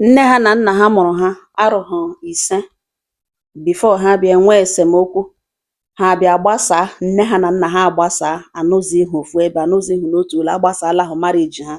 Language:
Igbo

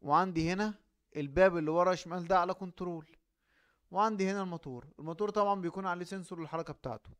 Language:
Egyptian Arabic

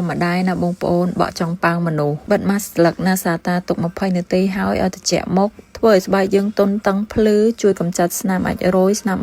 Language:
Khmer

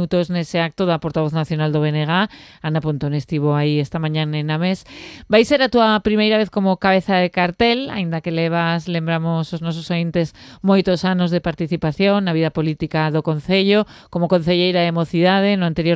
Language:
Galician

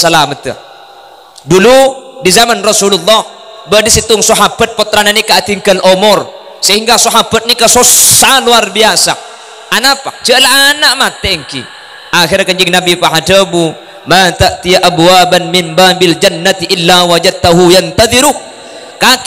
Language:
Madurese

